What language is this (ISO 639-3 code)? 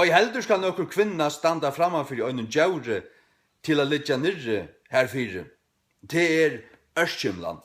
fao